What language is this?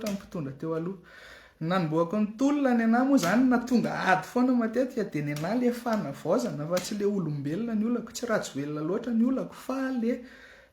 Malagasy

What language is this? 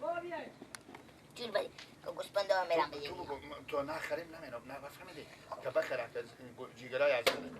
Persian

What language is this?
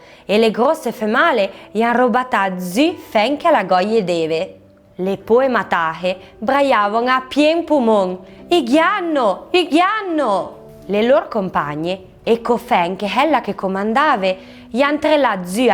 Arpitan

